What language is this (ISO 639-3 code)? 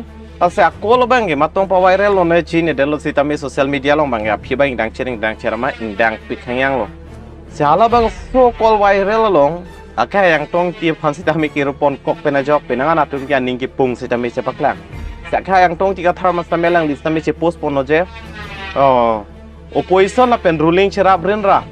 mjw